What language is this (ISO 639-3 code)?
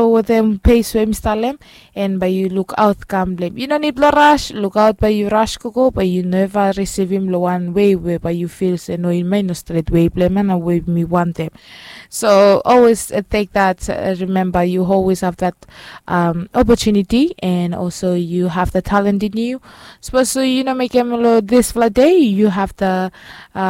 bis